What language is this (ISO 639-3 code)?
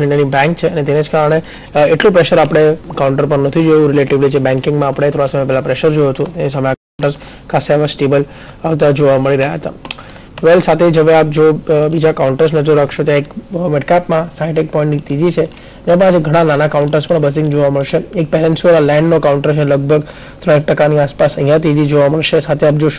guj